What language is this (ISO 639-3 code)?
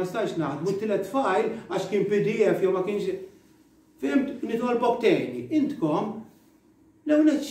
mlt